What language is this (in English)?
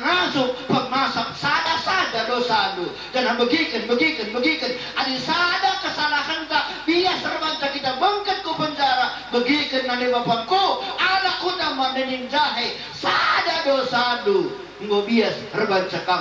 Batak Karo